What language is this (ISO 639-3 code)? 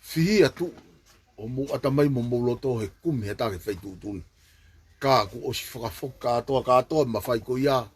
ton